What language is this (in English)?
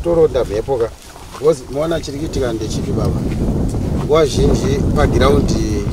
Shona